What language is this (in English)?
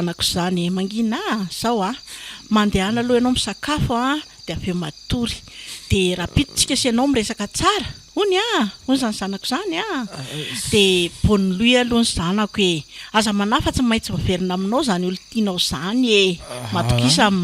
Malagasy